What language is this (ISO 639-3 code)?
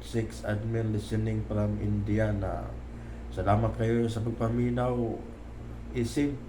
ceb